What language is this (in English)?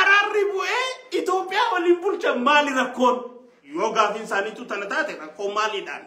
Oromo